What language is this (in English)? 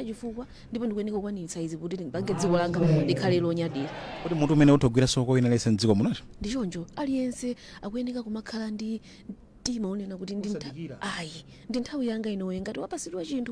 Nyanja